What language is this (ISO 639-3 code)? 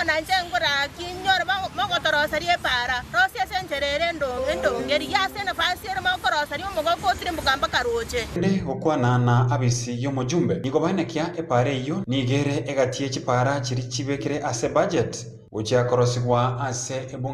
guz